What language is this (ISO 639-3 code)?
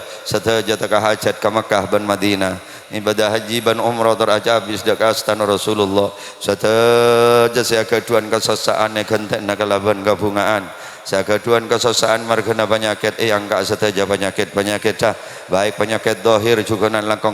mad